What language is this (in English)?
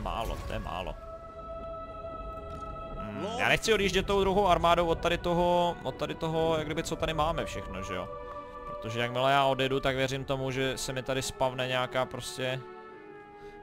Czech